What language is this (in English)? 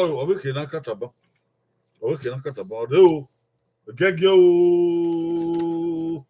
Bini